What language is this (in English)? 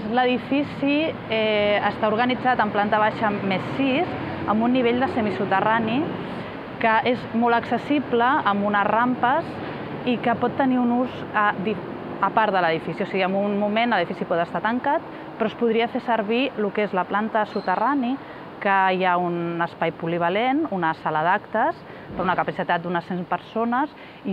Catalan